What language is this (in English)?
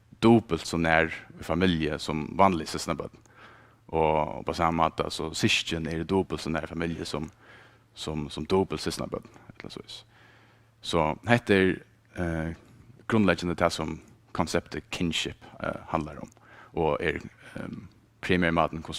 Faroese